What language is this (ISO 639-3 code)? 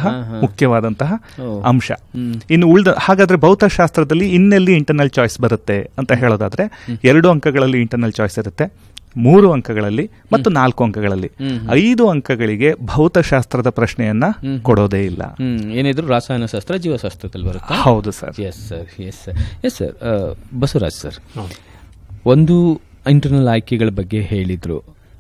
kan